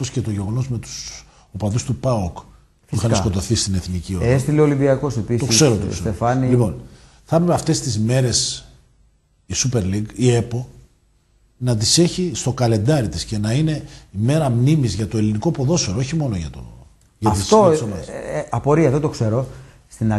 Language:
Greek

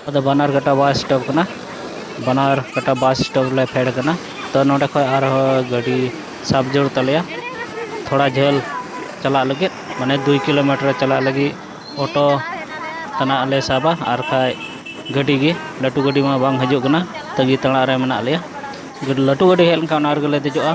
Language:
Santali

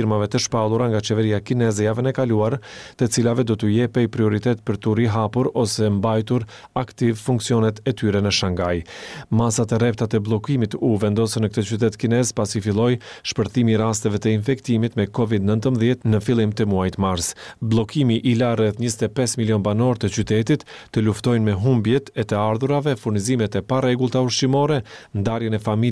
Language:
Albanian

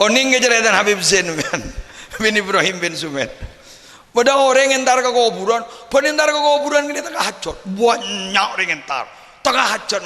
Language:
Madurese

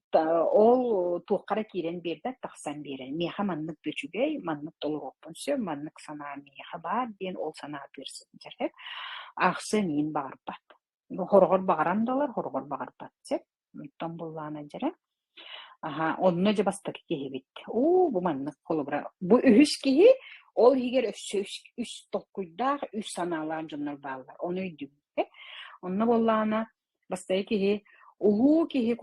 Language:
Yakut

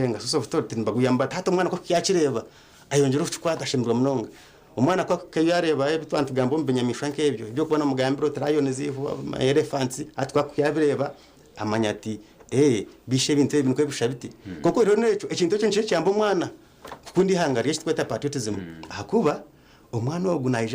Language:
Nyankole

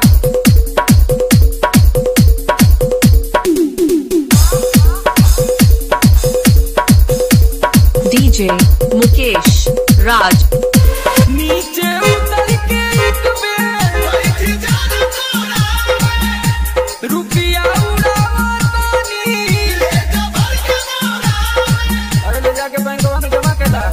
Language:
Bhojpuri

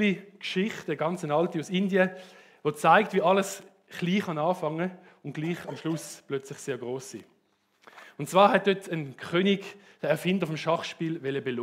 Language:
Swiss German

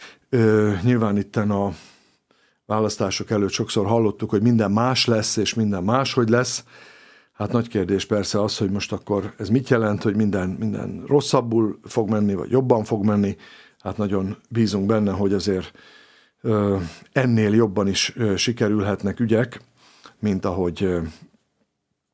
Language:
Hungarian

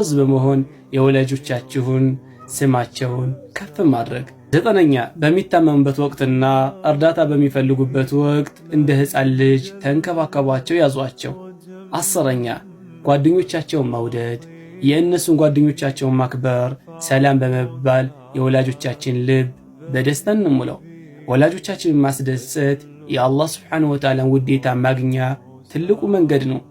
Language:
Amharic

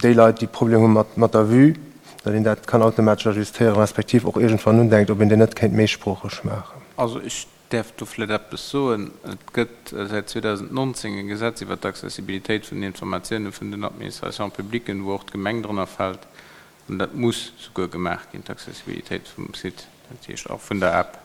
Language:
Luxembourgish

